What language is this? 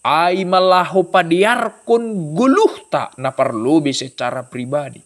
Batak Simalungun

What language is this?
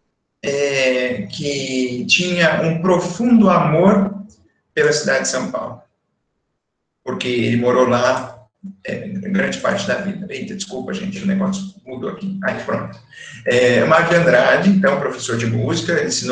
Portuguese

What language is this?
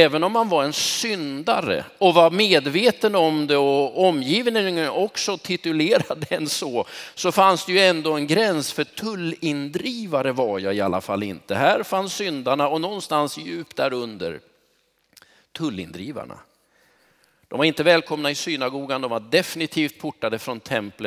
Swedish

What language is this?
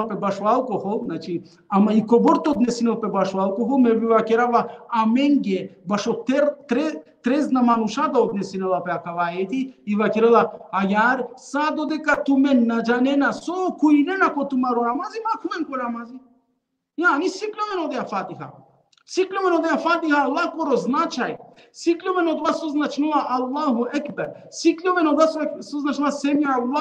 Balkan Romani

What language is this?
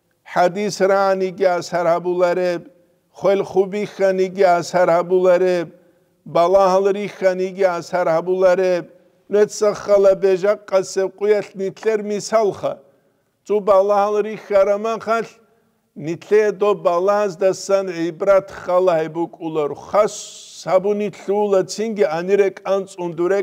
Avaric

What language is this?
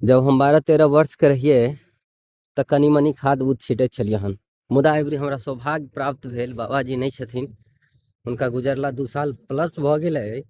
Maithili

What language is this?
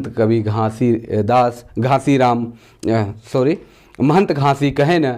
Sadri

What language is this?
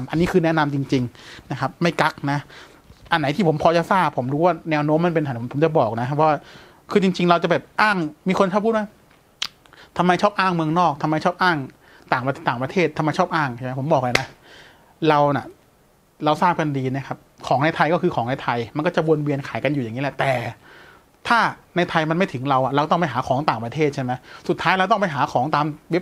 Thai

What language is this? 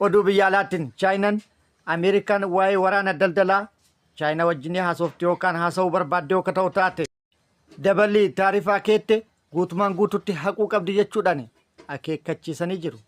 Oromo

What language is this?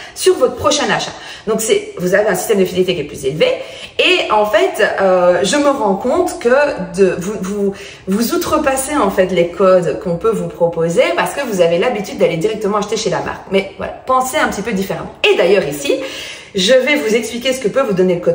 French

